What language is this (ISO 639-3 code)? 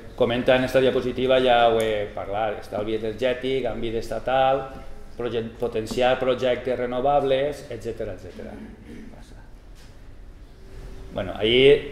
cat